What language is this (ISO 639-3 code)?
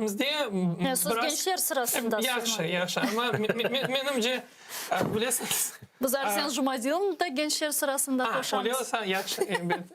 crh